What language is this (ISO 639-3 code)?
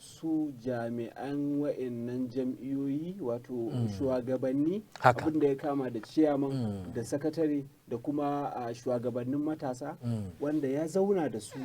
hau